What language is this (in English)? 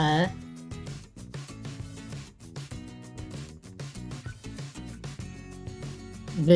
Tigrinya